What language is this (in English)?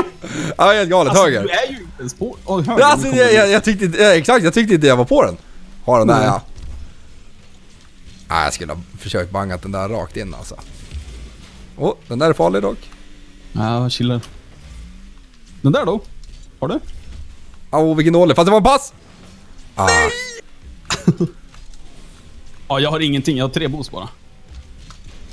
Swedish